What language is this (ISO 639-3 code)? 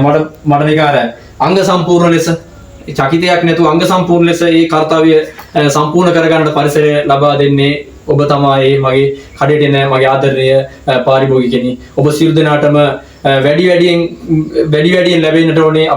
sin